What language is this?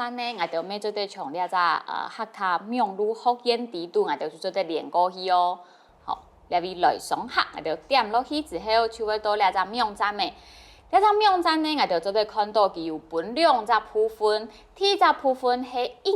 Hakka Chinese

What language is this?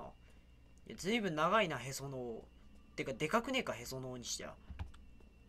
Japanese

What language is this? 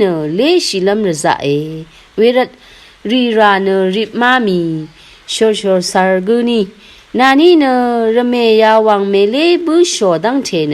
Rawang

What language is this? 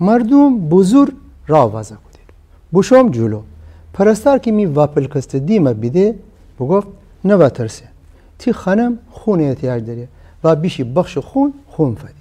Gilaki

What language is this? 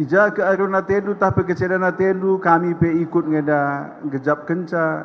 Batak Karo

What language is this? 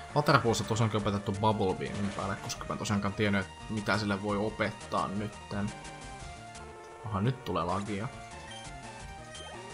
Finnish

